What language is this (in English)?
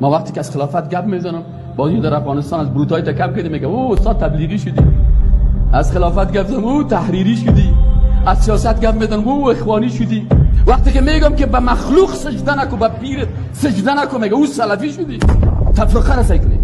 Persian